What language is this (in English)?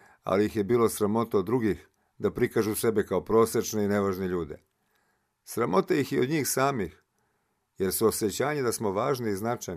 Serbian